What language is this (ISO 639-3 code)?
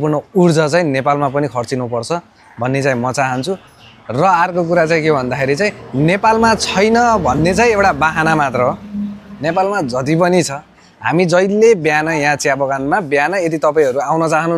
nep